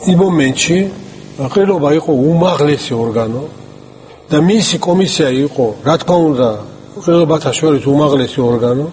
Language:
Georgian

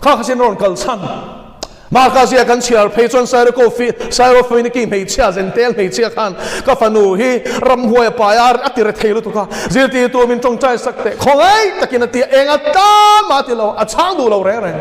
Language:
Mizo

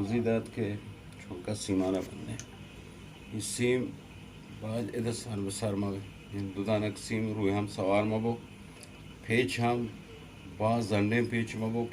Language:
Eastern Balochi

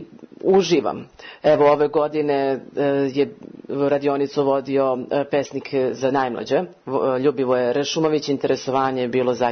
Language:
Serbian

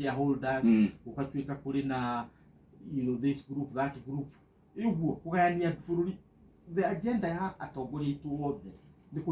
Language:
Kikuyu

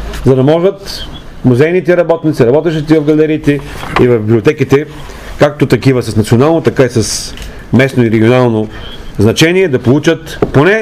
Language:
Bulgarian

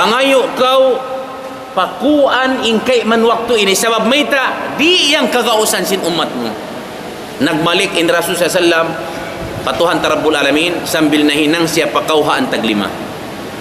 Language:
Tausug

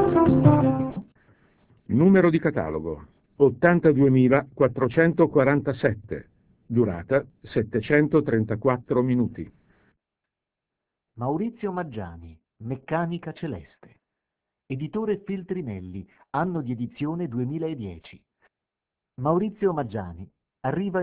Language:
Italian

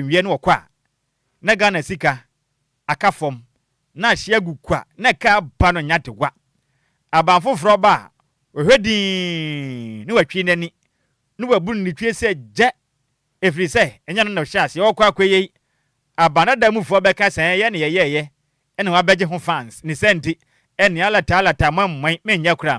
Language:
Akan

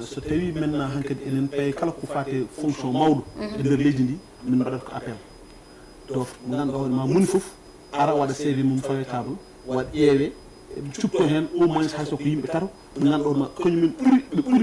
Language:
Fula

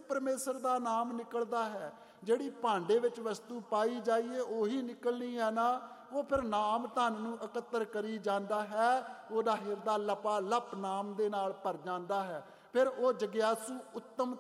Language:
Punjabi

